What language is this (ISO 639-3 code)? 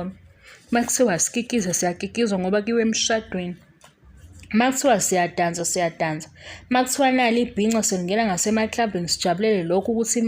zul